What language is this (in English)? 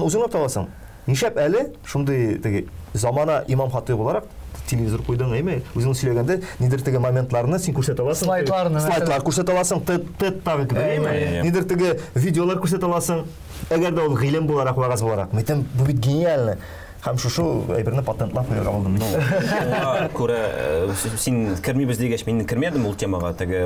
Tatar